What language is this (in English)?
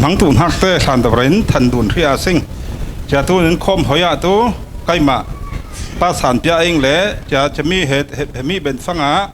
Falam Chin